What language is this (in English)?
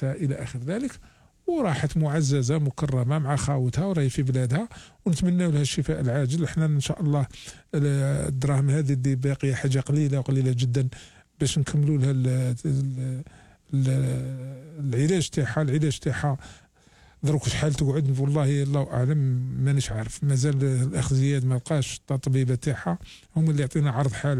Algerian Arabic